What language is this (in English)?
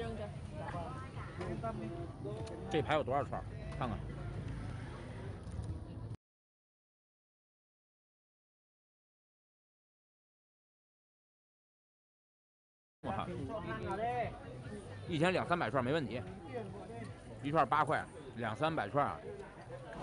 Chinese